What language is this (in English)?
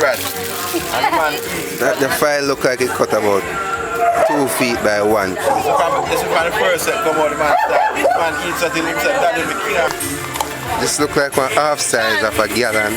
Jamaican Creole English